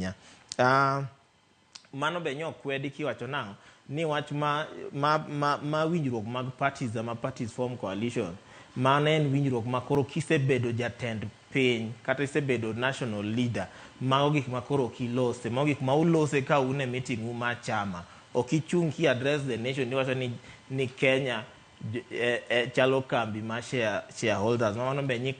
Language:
Luo (Kenya and Tanzania)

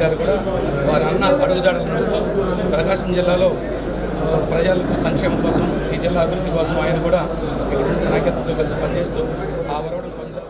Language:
Telugu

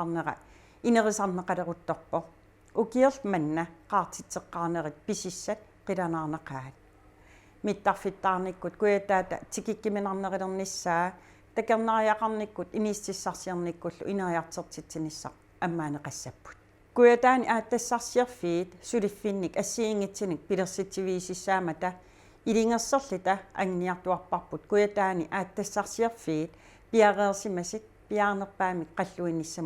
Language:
Kalaallisut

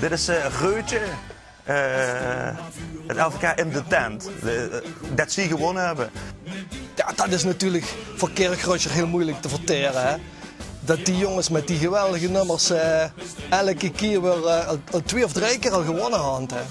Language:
Limburgish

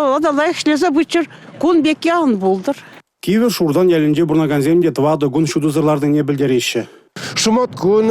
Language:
Chuvash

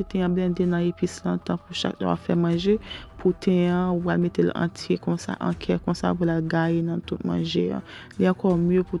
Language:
Haitian Creole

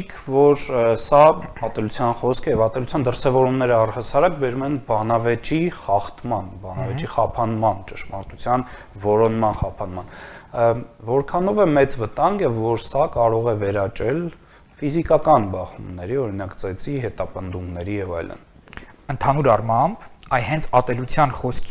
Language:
Armenian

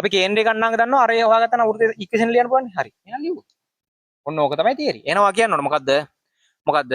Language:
Sinhala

